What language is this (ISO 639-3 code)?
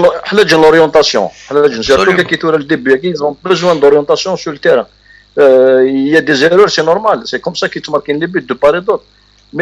kab